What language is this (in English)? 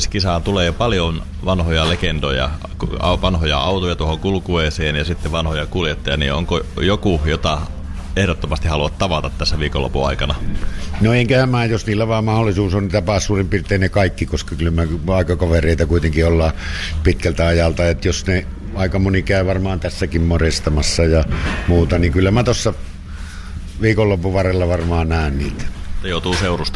Finnish